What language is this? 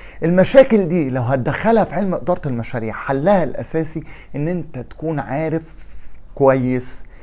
Egyptian Arabic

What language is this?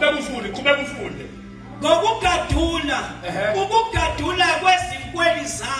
Zulu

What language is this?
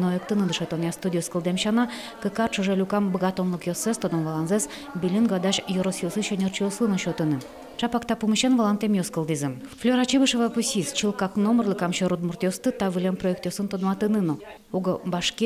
Udmurt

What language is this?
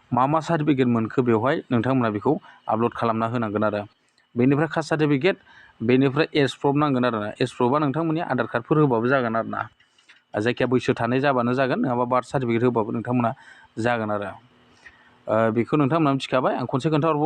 Bodo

